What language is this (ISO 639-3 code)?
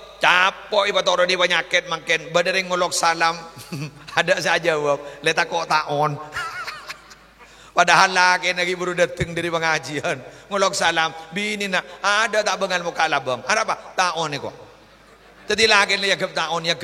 mad